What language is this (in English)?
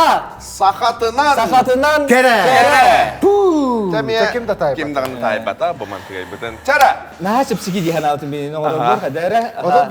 Yakut